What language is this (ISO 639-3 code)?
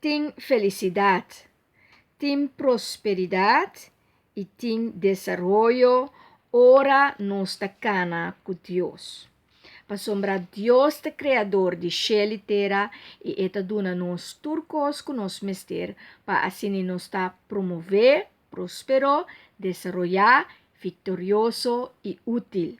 pap